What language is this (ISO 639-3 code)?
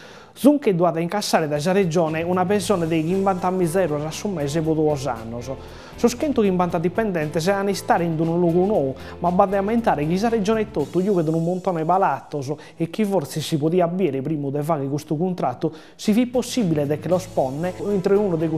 srd